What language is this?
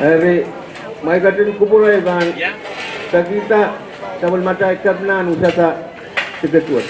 Pohnpeian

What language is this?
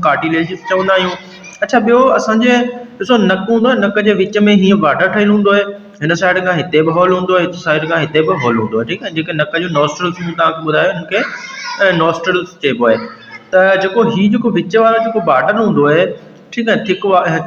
Sindhi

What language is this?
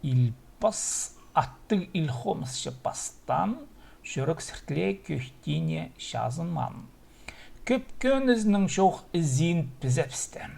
Khakas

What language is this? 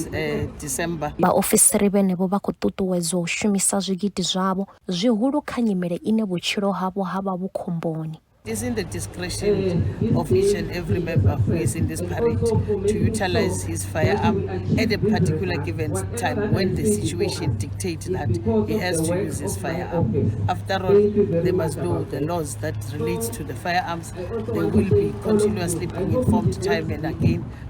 Venda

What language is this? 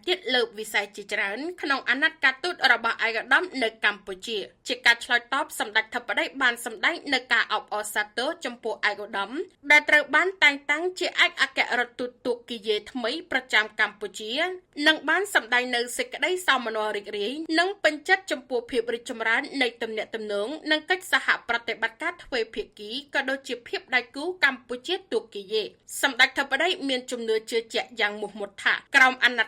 Khmer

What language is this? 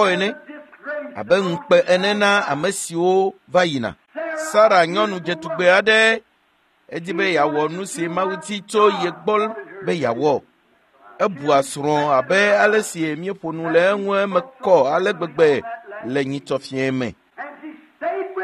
Ewe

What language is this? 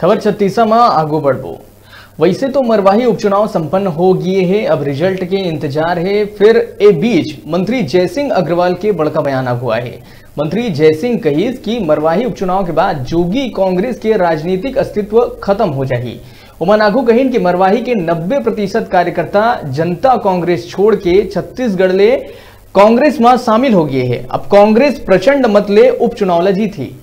Chhattisgarhi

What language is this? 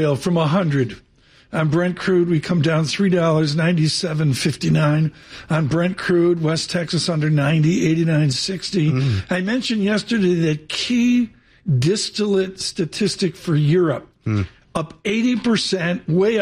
English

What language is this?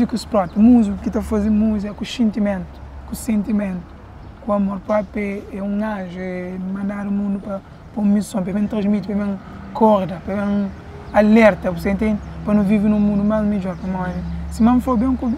Kabuverdianu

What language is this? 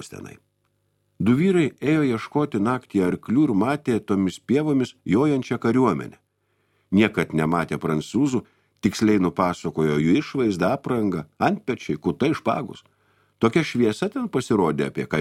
Lithuanian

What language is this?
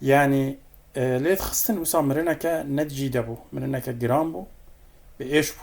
Kurdish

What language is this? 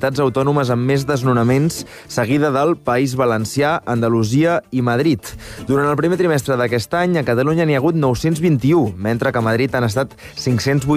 Catalan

